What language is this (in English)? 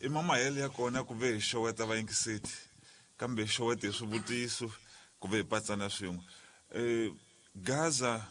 Tsonga